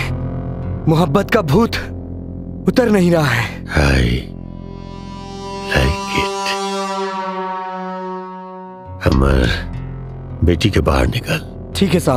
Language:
Bhojpuri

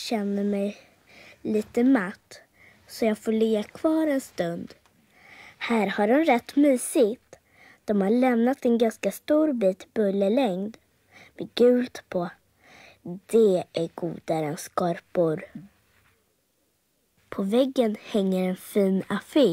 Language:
Swedish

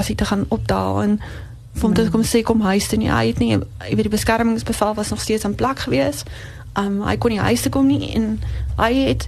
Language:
Afrikaans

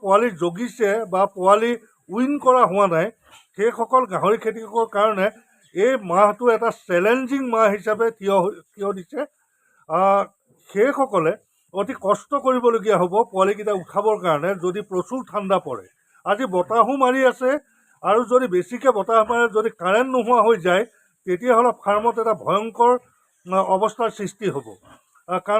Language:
Assamese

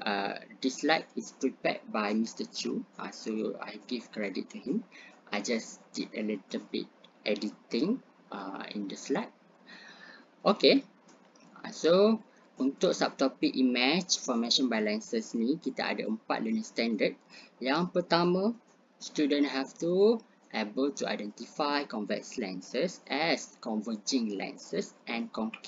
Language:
Malay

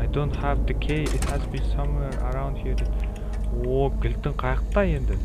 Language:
Kara-Kalpak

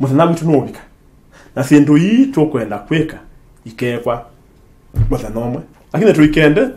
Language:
Kamba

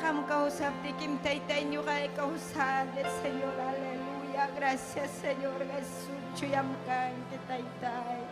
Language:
Ayacucho Quechua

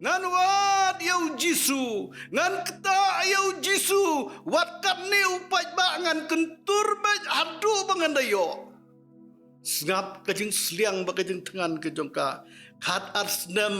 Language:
Khasi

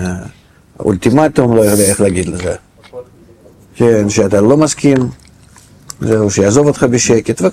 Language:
Hebrew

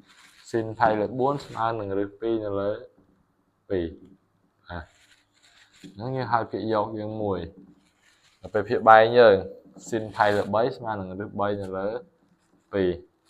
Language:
Khmer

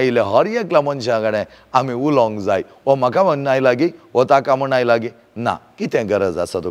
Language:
Konkani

